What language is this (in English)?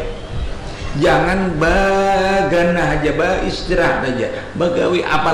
Banjar